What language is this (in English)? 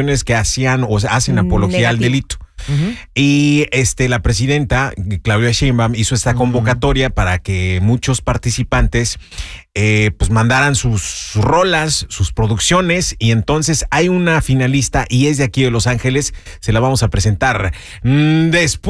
Spanish